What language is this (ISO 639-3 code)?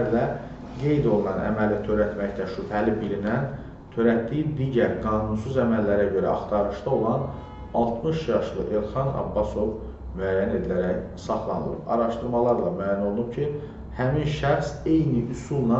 aze